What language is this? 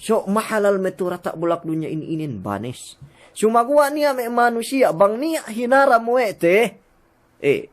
Yakan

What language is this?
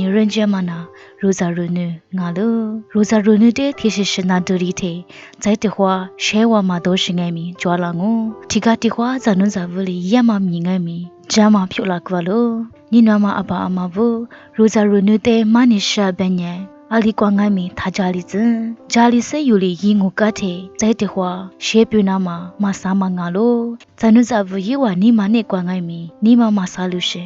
Lisu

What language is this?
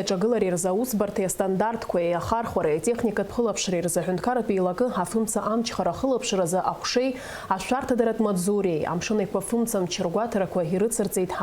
Abkhazian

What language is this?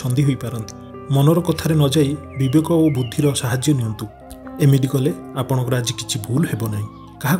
Odia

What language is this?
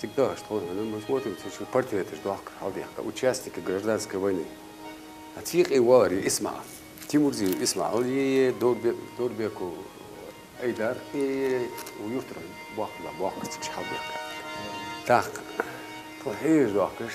Ingush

